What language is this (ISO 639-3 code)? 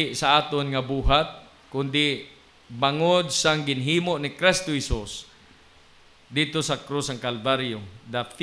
hil